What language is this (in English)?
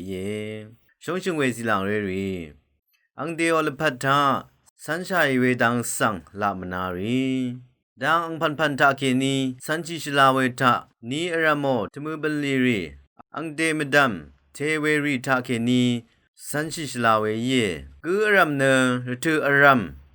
Rawang